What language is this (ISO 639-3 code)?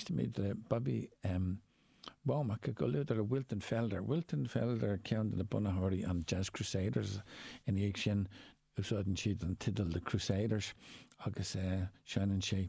gle